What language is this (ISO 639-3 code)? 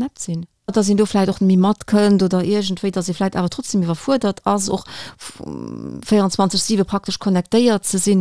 ltz